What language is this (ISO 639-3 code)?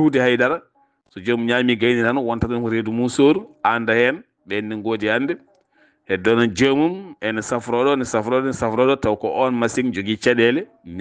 ful